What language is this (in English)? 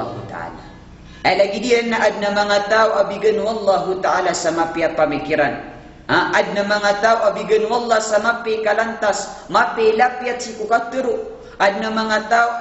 Maranao